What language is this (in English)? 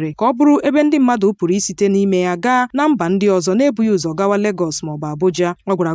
Igbo